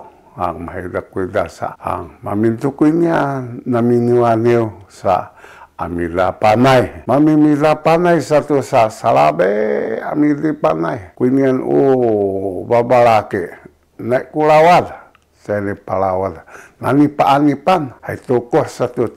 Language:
Sakizaya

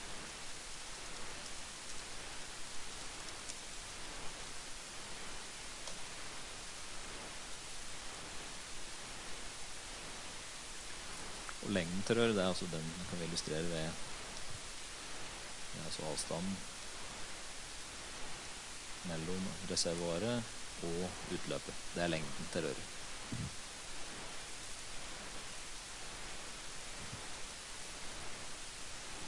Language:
Norwegian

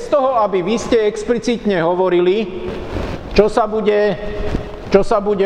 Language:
Slovak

